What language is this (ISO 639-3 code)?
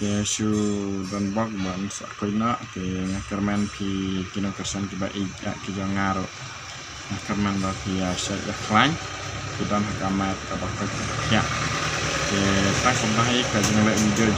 kha